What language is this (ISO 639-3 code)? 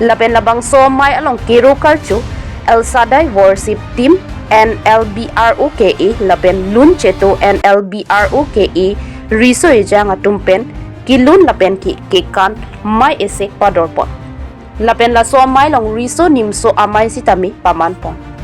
mjw